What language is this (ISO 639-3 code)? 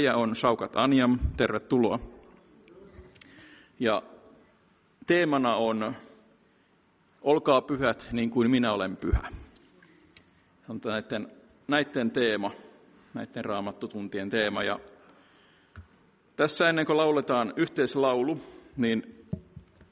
fin